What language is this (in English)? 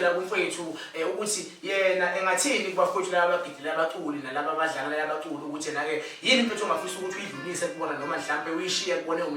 Zulu